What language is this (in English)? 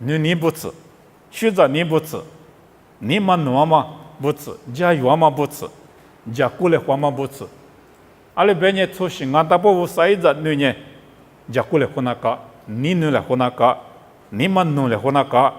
Lisu